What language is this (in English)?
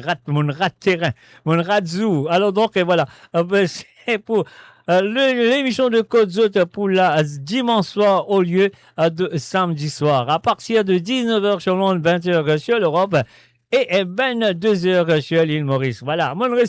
Morisyen